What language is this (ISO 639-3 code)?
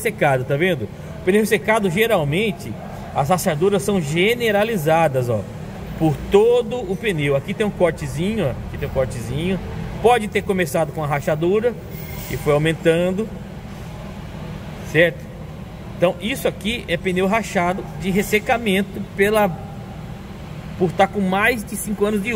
por